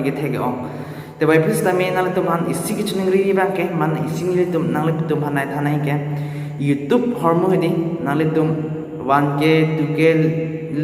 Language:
Karbi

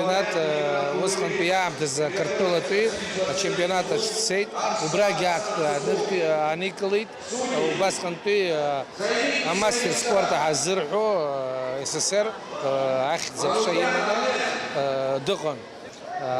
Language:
Abkhazian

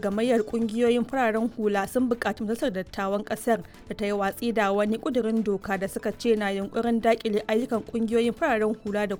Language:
Hausa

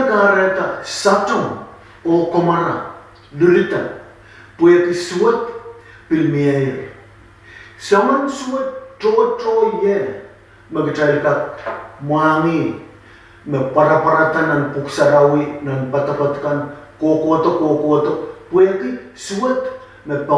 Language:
Pohnpeian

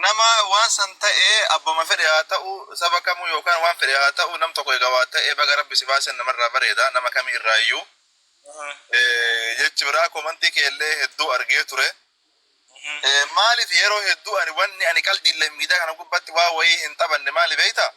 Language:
Oromo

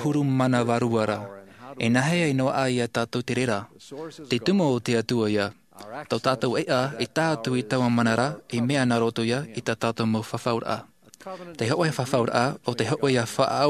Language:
Tahitian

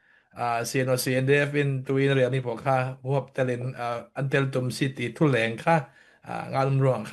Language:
Falam Chin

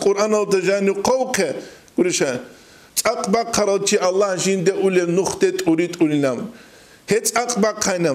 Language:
Avaric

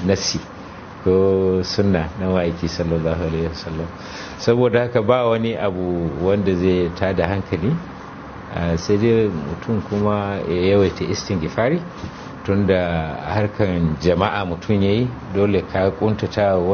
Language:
Hausa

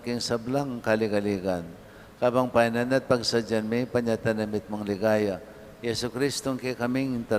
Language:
Pampanga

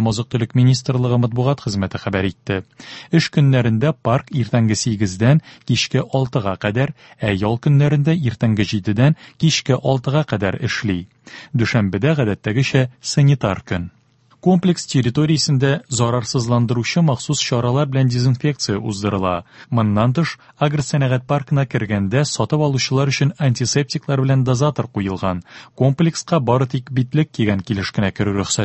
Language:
Tatar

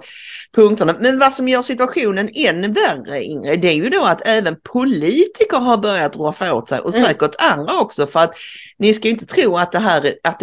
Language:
Swedish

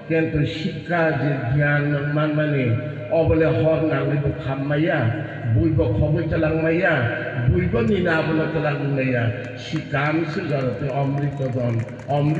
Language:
Kok Borok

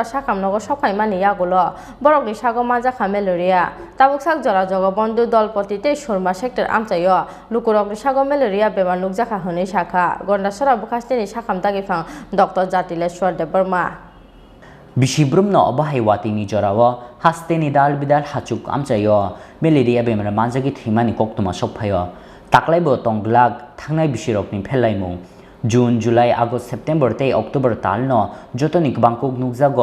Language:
Kok Borok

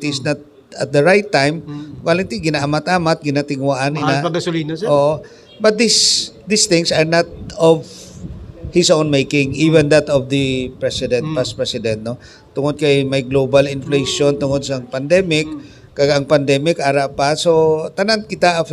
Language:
Hiligaynon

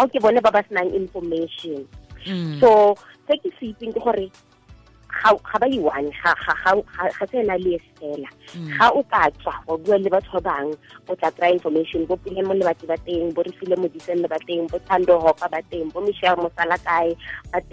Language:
Tswana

